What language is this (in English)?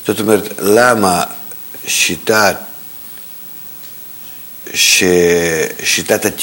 Hebrew